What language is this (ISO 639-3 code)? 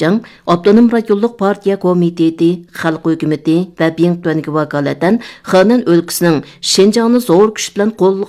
uig